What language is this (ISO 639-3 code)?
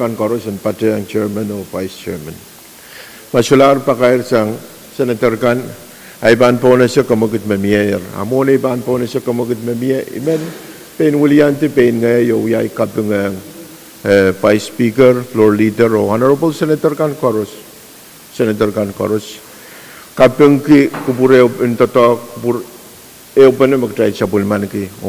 pon